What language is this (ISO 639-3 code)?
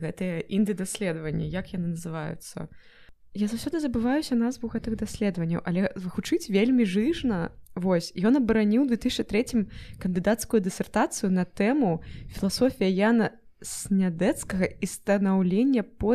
bel